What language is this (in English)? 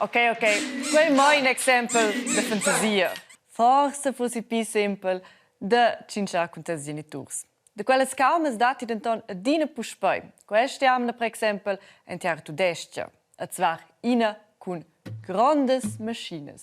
Romansh